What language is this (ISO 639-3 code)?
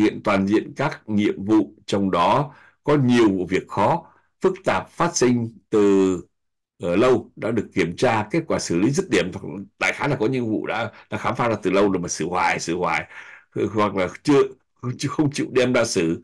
vie